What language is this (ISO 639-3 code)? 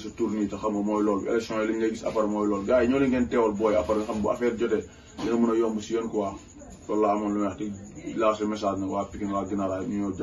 wol